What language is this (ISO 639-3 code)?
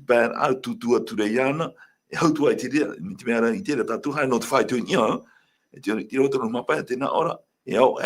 tah